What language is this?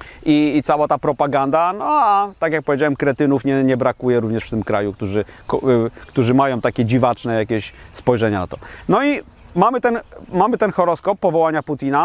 Polish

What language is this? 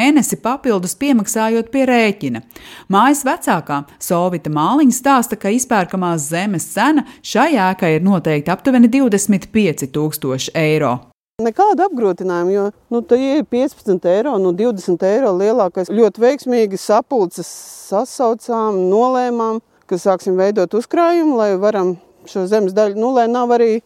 Latvian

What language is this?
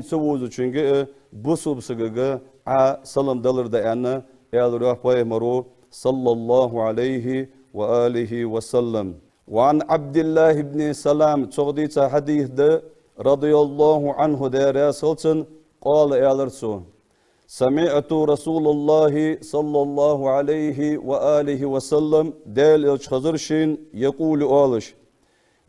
Ingush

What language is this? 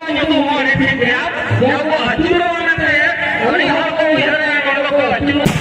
Santali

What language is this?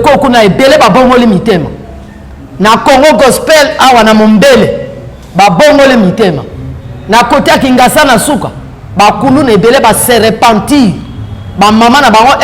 Lingala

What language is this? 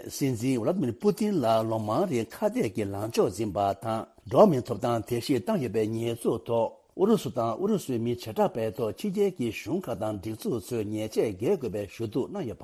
Tibetan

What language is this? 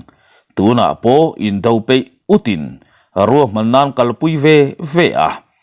Mizo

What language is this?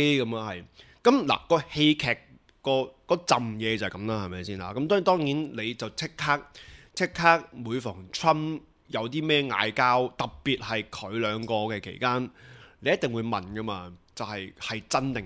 Cantonese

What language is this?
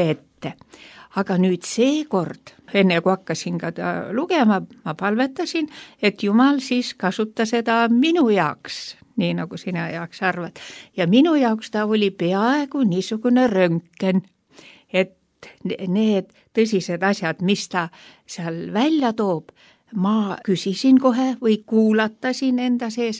Estonian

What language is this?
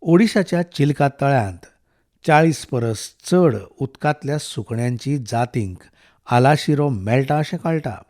Konkani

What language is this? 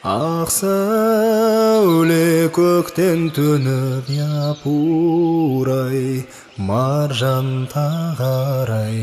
Kazakh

